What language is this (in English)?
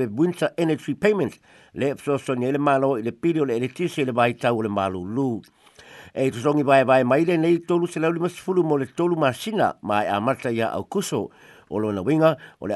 Samoan